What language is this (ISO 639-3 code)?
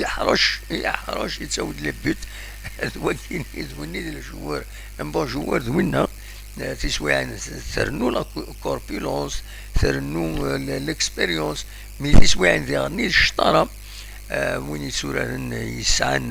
kab